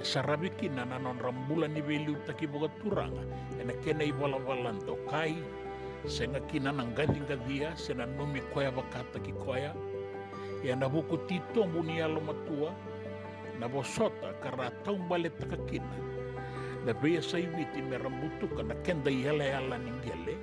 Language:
Fijian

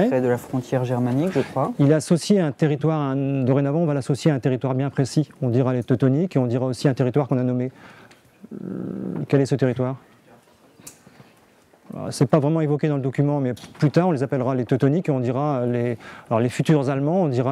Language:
French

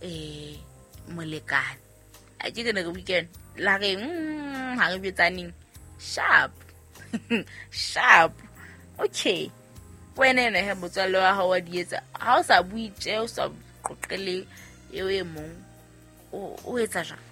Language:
Southern Sotho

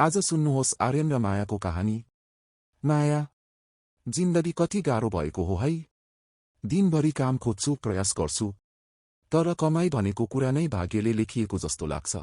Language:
Nepali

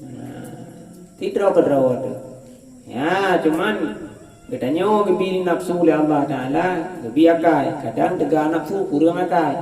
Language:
Achinese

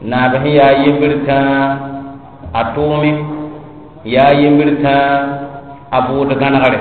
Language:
Mossi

